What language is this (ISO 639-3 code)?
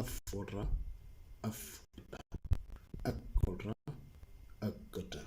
mor